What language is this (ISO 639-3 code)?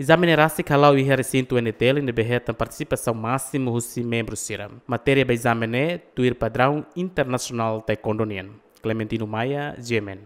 tet